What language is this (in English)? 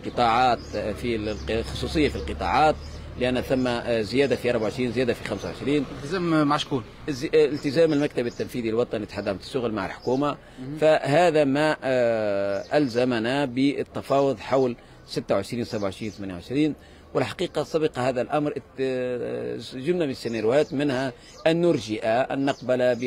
Tunisian Arabic